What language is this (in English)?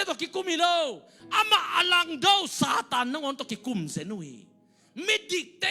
Tedim Chin